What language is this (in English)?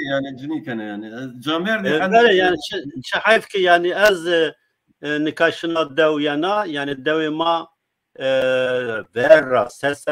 Zaza